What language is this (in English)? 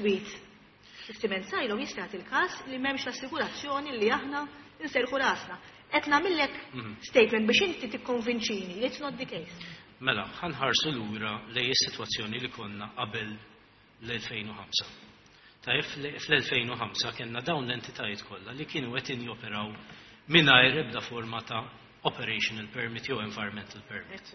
Maltese